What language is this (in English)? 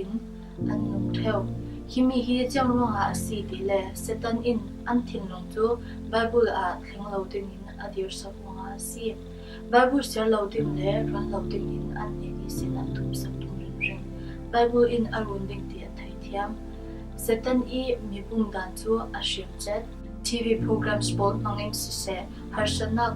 Falam Chin